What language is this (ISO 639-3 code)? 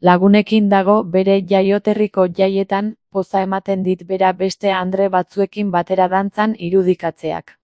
eus